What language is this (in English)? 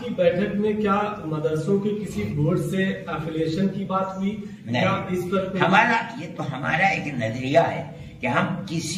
Urdu